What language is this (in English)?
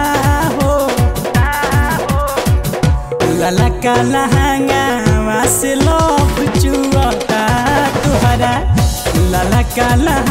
Bhojpuri